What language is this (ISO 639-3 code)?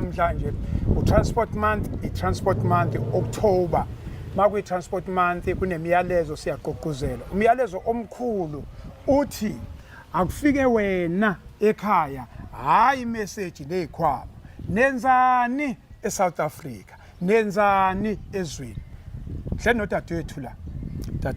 zul